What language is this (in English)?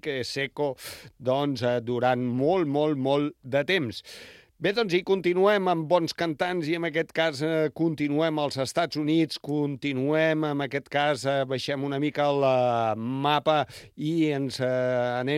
Catalan